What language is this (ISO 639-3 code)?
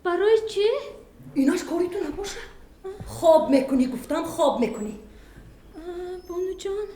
tgk